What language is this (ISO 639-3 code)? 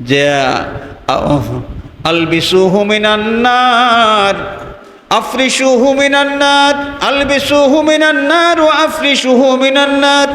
syl